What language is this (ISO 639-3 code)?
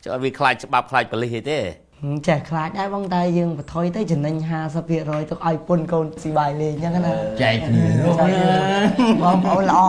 khm